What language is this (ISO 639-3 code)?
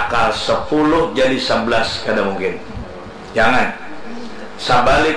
bjn